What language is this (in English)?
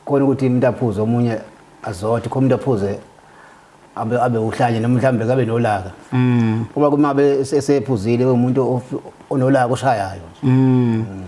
Zulu